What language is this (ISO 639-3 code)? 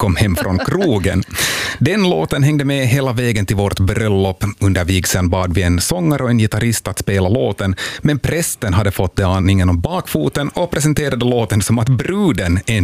swe